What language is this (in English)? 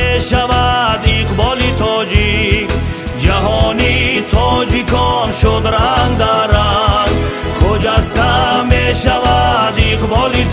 Tajik